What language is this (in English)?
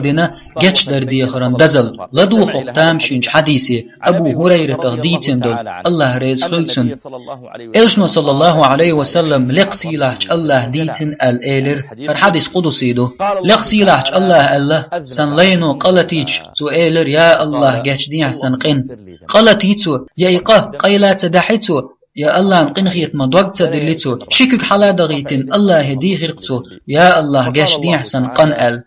Chechen